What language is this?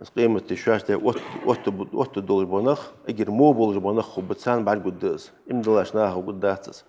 Ingush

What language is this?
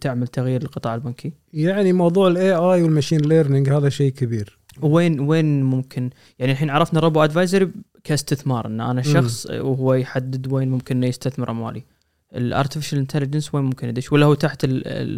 Gulf Arabic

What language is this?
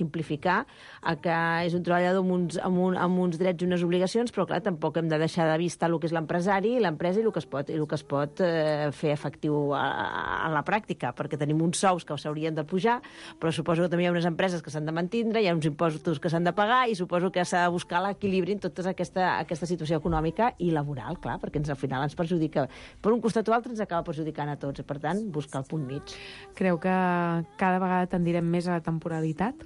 Catalan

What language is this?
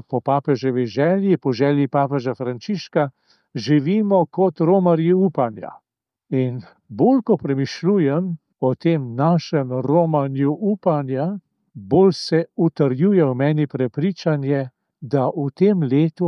Slovenian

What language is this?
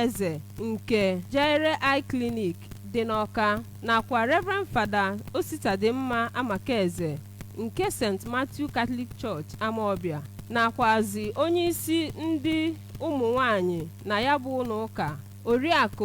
Igbo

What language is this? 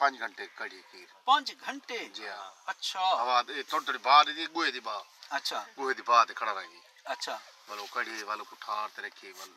Saraiki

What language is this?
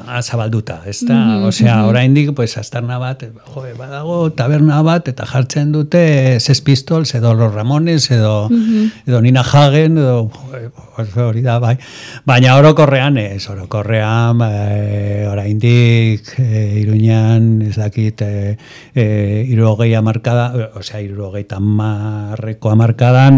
Basque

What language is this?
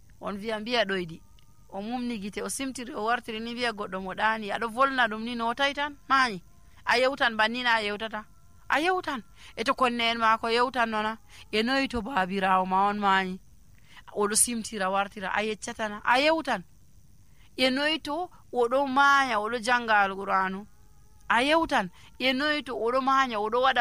Nigerian Fulfulde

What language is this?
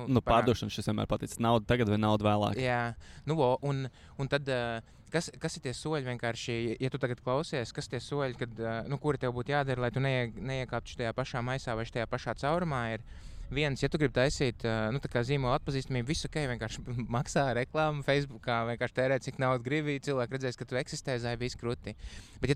Latvian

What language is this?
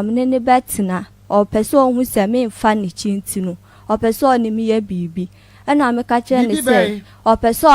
Akan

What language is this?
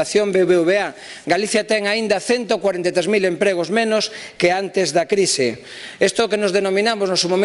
Galician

